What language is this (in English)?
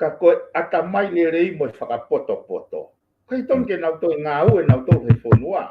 Tongan